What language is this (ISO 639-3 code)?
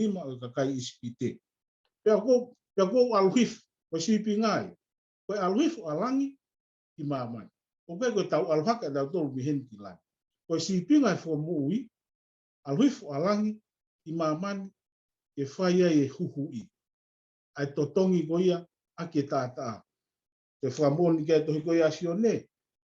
ton